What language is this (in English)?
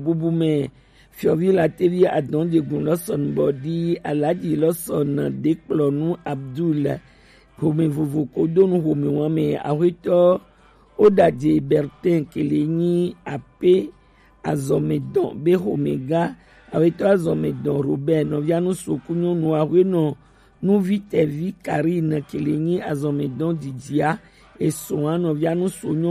Gen